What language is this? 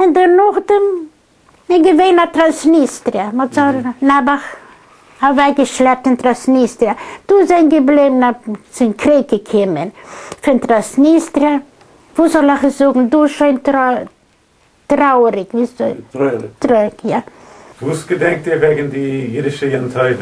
Yiddish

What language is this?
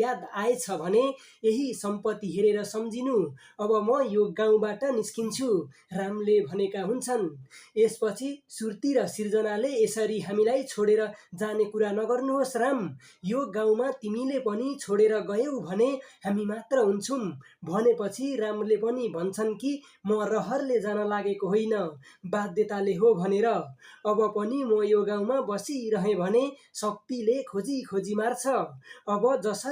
Nepali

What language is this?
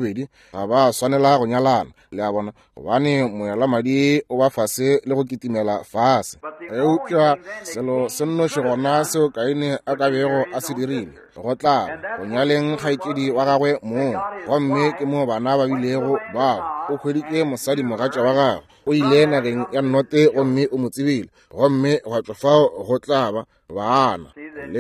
Northern Sotho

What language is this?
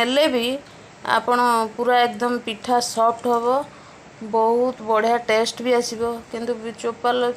Odia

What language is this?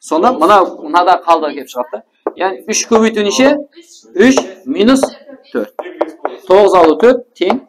Kara-Kalpak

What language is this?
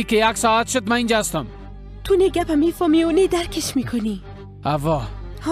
Persian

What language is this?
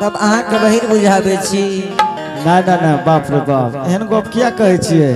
Angika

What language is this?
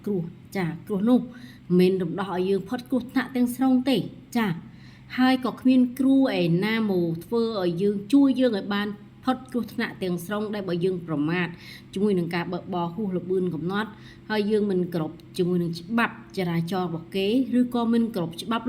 Khmer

